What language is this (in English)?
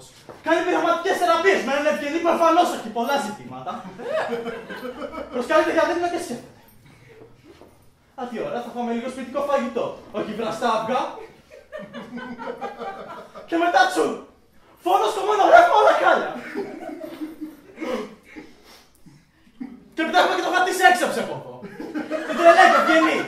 Greek